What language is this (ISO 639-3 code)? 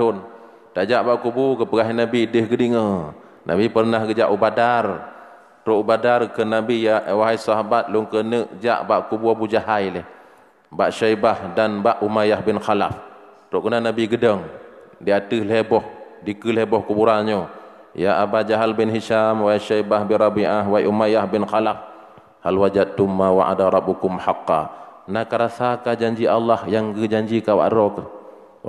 ace